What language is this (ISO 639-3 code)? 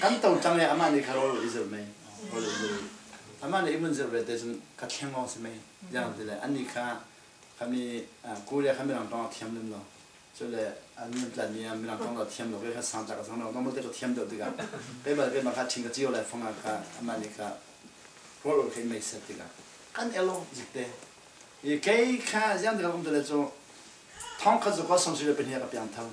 cfm